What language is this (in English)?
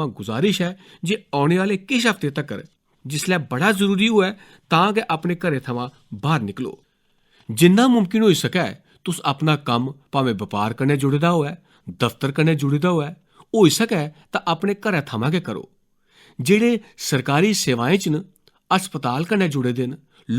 Dogri